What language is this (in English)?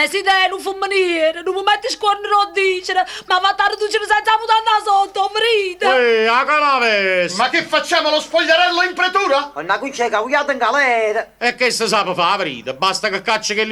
Neapolitan